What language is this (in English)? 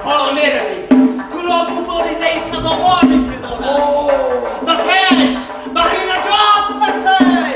Tajik